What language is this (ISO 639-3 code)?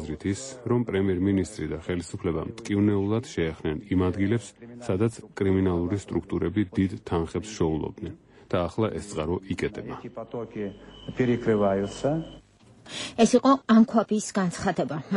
kat